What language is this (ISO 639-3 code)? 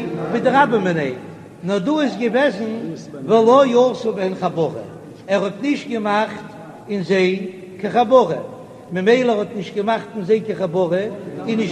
yid